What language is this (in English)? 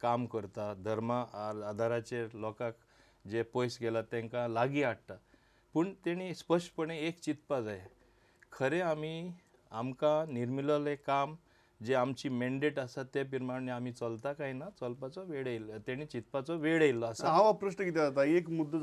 Konkani